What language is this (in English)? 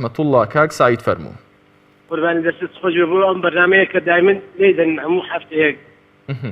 Central Kurdish